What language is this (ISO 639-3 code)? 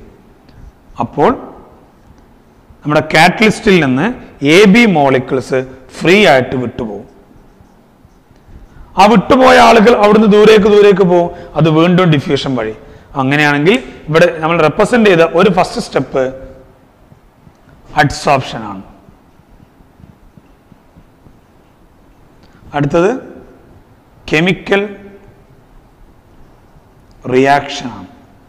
mal